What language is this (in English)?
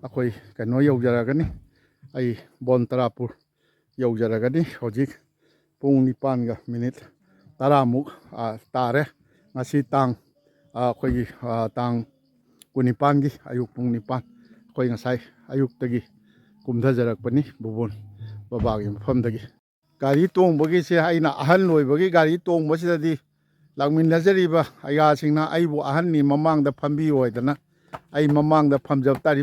Manipuri